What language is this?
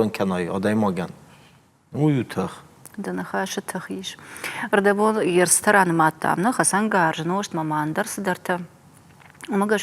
Ossetic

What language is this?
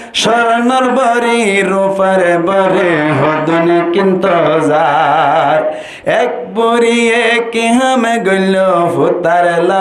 Rohingya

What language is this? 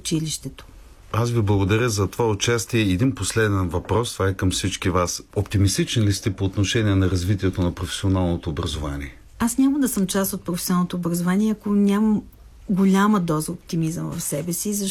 Bulgarian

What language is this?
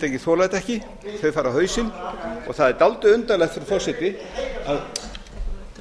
Icelandic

